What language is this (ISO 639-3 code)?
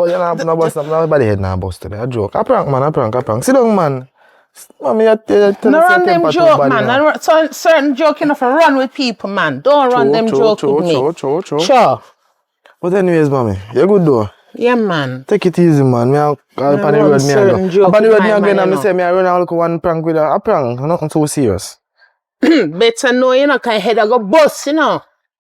jam